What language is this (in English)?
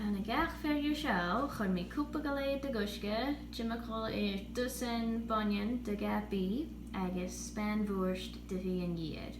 Scottish Gaelic